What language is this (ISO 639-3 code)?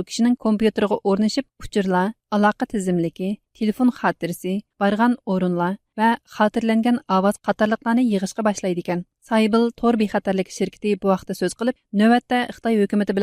uig